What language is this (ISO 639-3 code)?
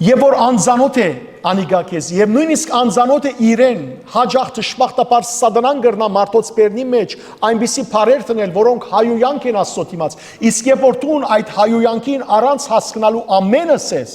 hyw